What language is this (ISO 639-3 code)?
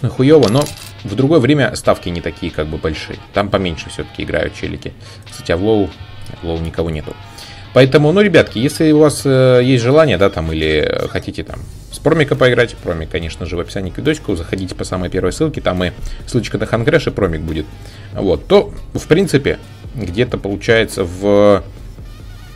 rus